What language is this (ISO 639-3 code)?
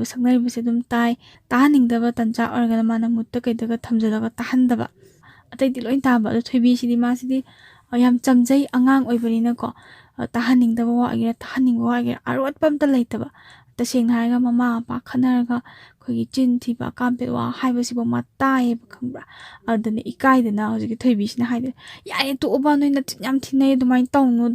mni